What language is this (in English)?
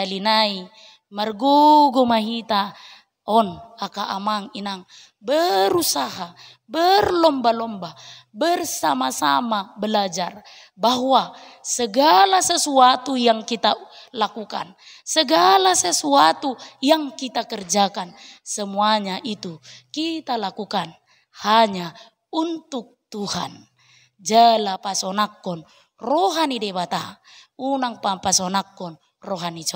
Batak Toba